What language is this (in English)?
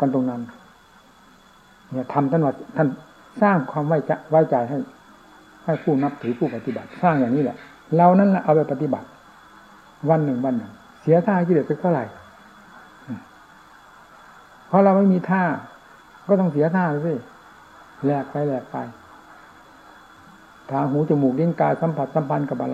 Thai